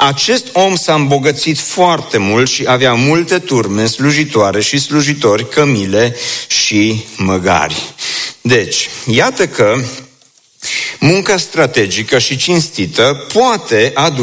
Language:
Romanian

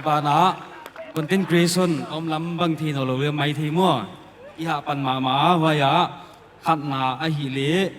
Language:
Paite Chin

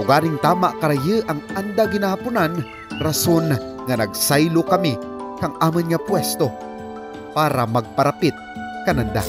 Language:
Kinaray-a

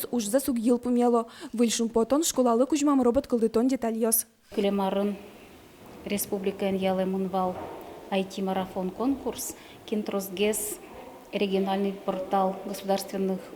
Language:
Udmurt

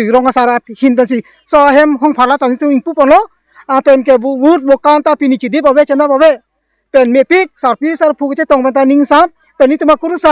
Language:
Karbi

